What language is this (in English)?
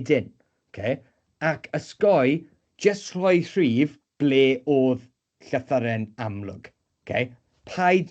Welsh